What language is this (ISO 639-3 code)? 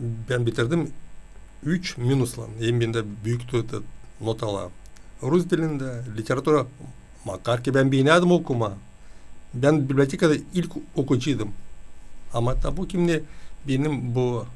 gag